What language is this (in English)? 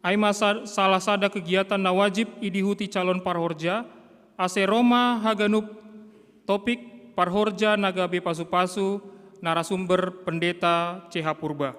Batak Simalungun